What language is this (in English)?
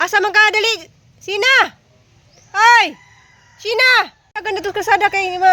Cebuano